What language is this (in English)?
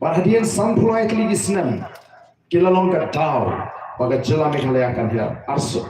Khasi